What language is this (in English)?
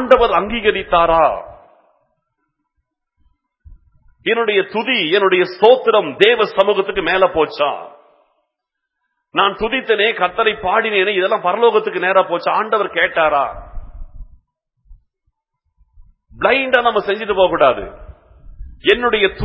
Tamil